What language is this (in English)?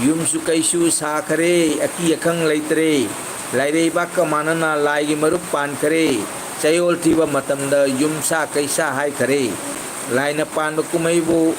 Manipuri